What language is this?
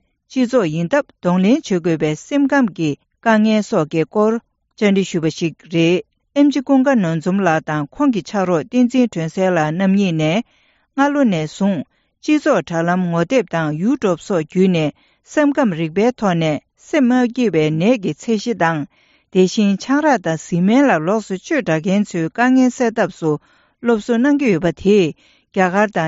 Tibetan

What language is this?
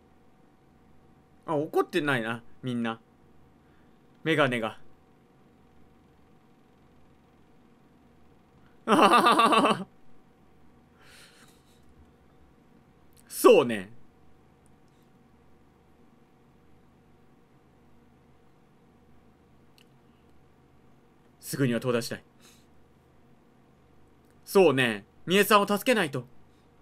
Japanese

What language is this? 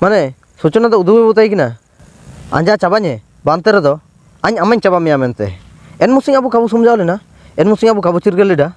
Ho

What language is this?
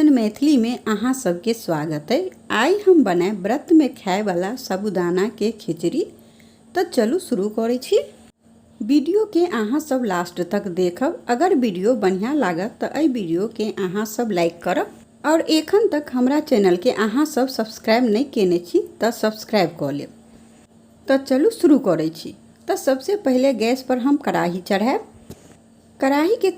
Maithili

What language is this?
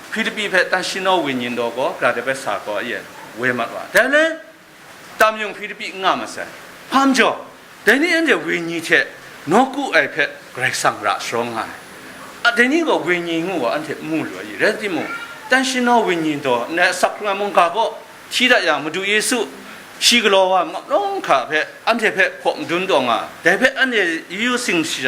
Kachin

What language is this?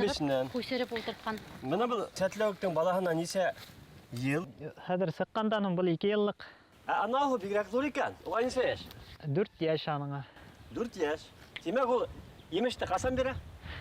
Bashkir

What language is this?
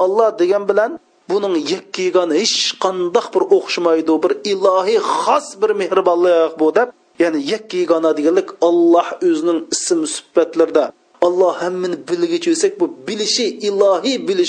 Uyghur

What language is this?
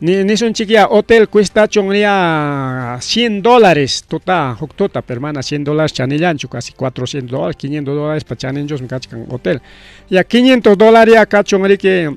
Ayacucho Quechua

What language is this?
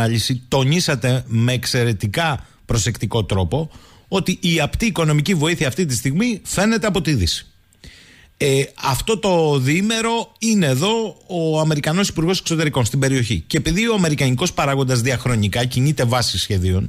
Greek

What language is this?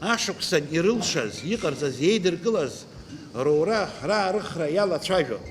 Abkhazian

